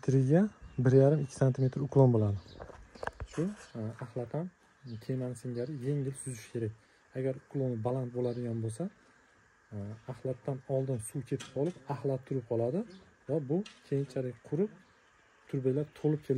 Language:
Uzbek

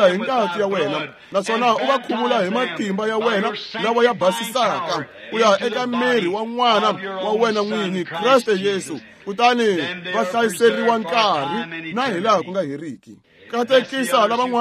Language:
Tsonga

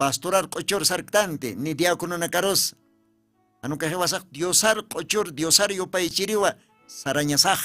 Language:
Aymara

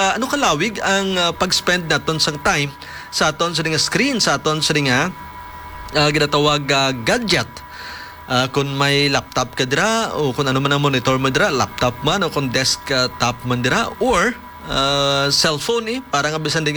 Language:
Hiligaynon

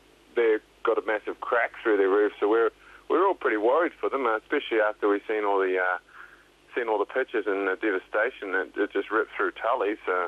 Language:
Māori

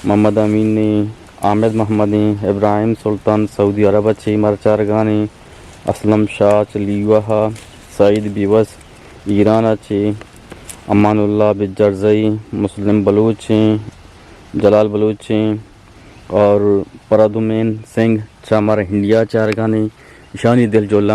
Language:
Eastern Balochi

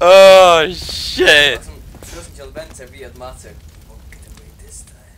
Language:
Faroese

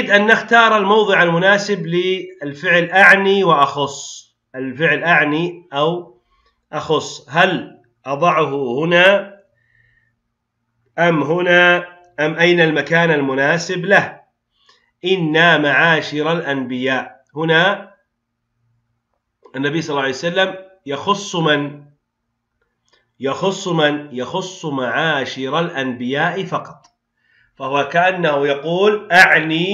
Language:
Arabic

